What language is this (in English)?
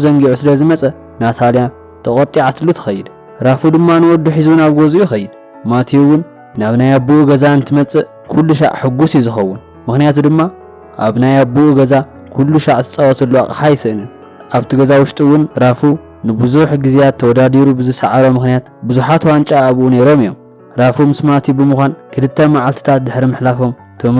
Tigrinya